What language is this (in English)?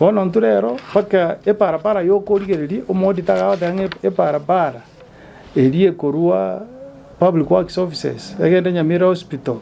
Gusii